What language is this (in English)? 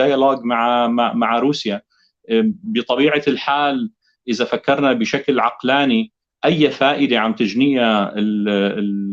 North Levantine Arabic